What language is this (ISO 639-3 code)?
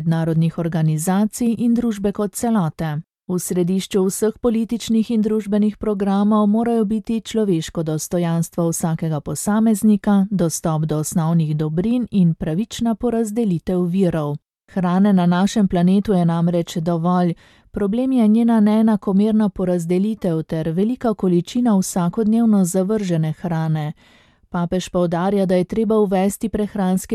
slv